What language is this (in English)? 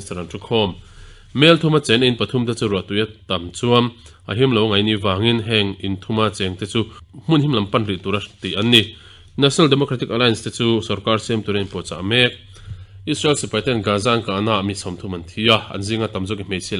Mizo